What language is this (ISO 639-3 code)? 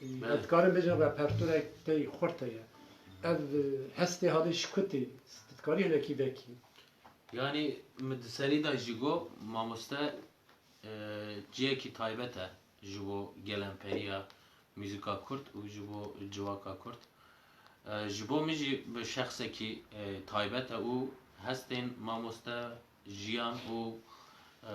kur